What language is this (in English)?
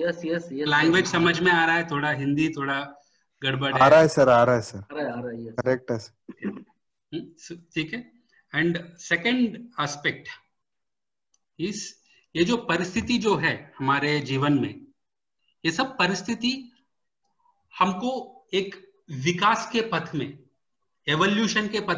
Hindi